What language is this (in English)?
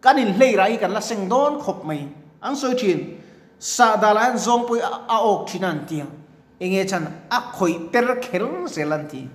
Mizo